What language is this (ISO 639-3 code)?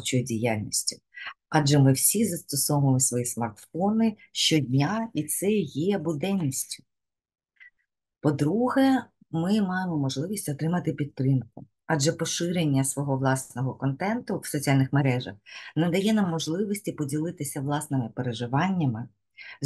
ukr